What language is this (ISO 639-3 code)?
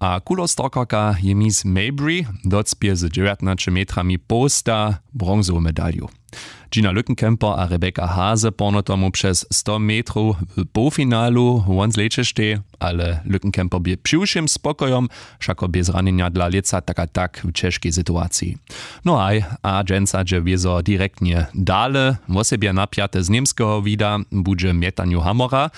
hsb